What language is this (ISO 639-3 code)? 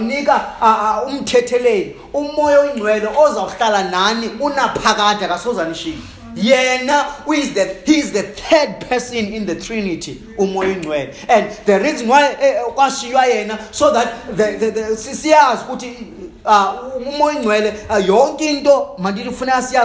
xho